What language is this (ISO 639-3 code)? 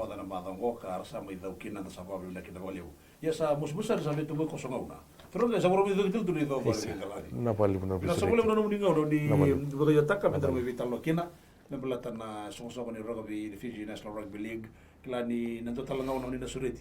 fij